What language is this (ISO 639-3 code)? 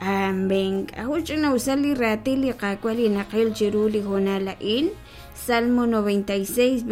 kek